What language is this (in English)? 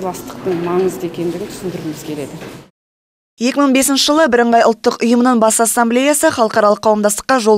Kazakh